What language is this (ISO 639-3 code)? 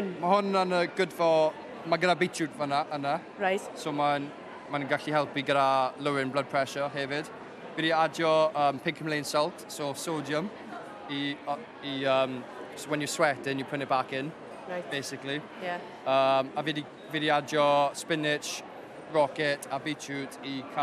cym